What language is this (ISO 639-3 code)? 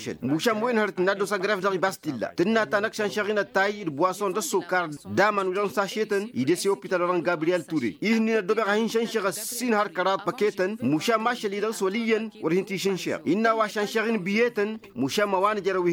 taq